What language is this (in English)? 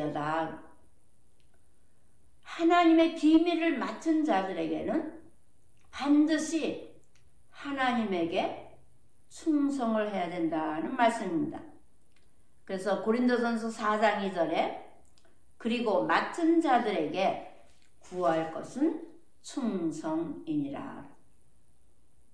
Korean